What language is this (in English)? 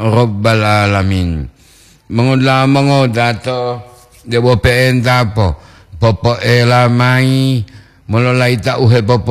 Gorontalo